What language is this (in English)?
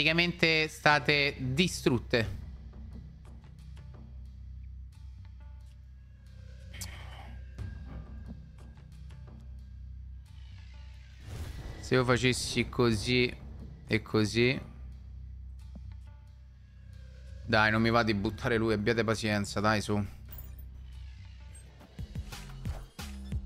Italian